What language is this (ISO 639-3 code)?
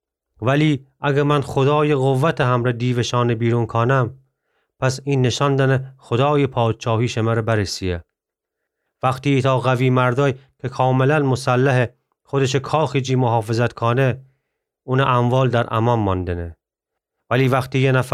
glk